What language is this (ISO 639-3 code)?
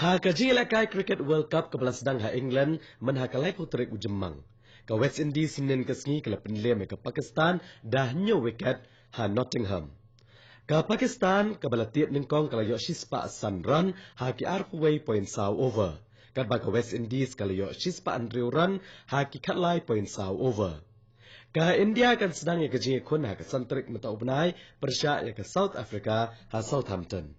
kha